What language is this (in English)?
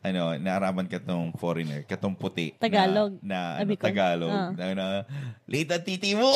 Bikol